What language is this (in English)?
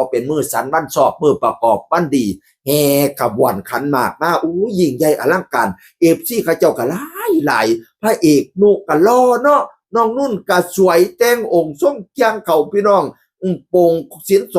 Northeastern Thai